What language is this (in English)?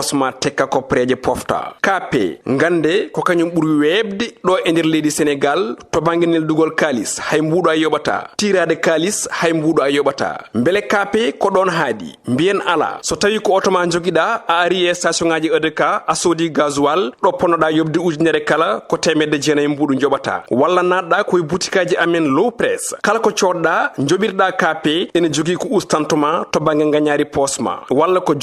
Fula